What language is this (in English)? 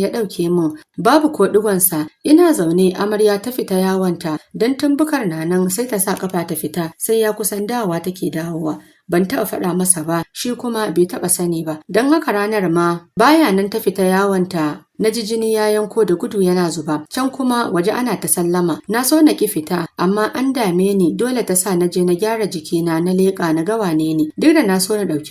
Hausa